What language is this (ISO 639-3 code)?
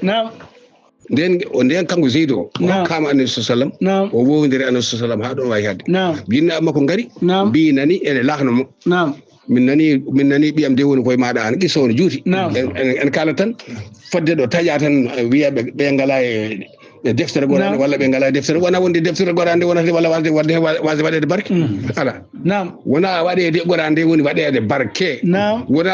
ful